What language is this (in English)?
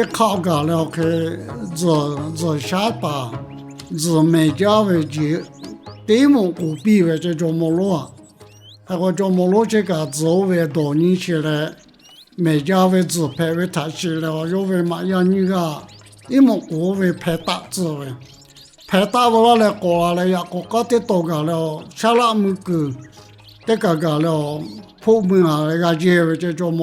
Lahu